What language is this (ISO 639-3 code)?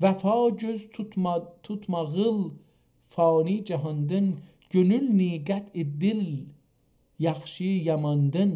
azb